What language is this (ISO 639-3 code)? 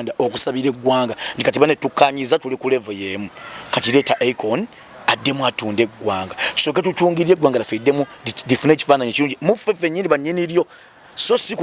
lug